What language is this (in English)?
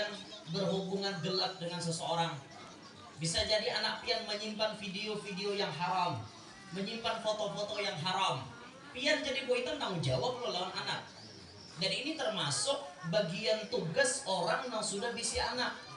Banjar